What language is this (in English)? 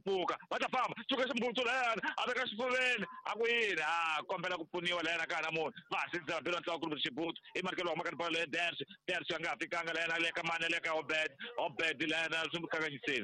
Tsonga